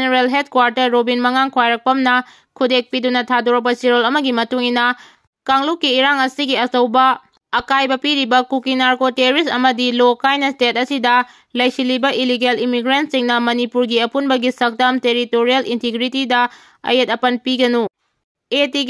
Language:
Manipuri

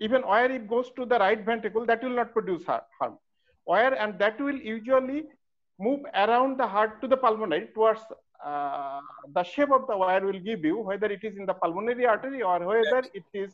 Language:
English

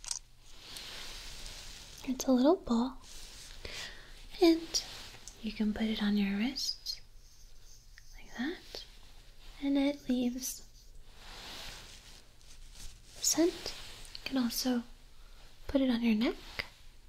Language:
English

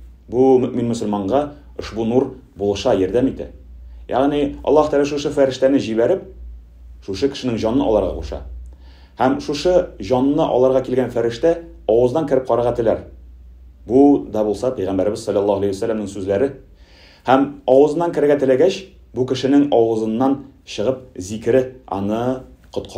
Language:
Tatar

